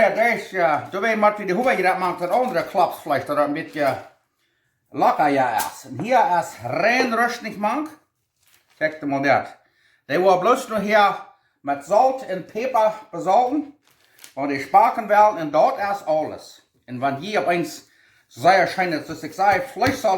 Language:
Plautdietsch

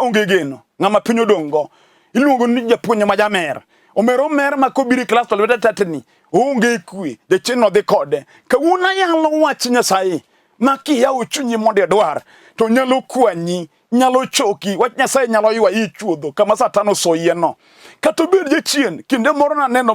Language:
Luo (Kenya and Tanzania)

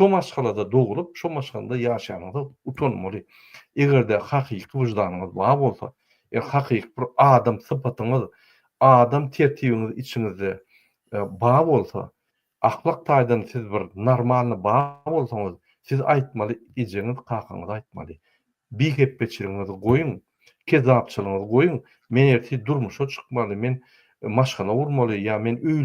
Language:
Turkmen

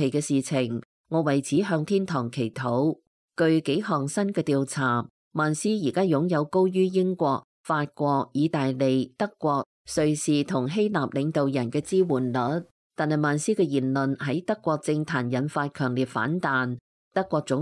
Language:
Cantonese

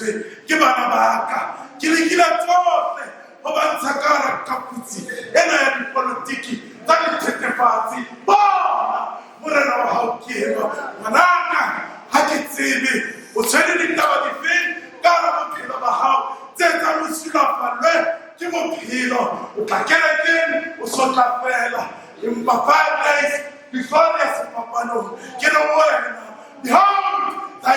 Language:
Southern Sotho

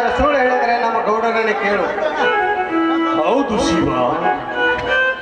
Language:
Kannada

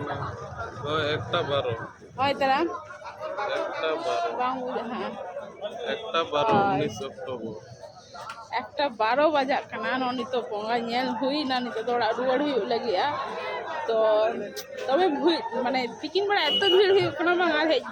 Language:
Santali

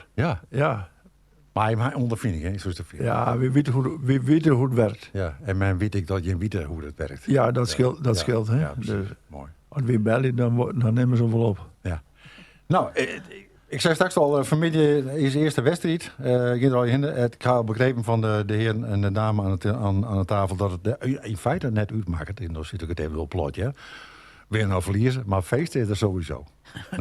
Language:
Western Frisian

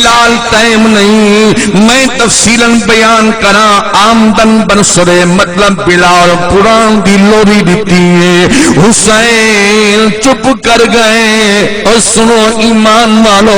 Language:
Saraiki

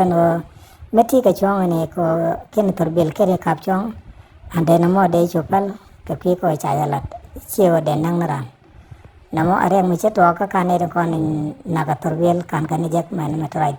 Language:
Nuer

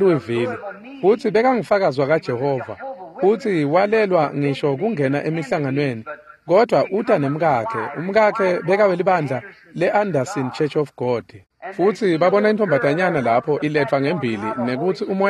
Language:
Swati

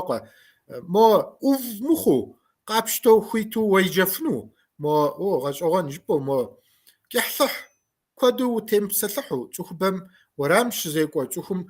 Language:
Kabardian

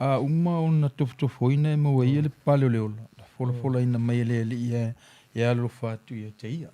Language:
Samoan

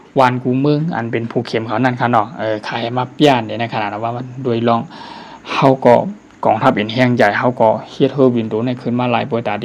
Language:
Shan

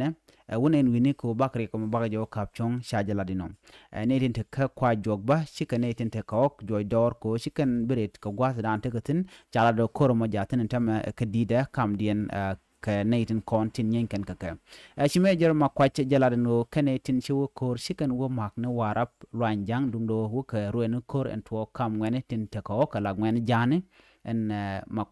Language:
Nuer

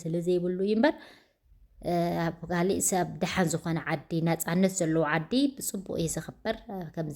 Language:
Tigrinya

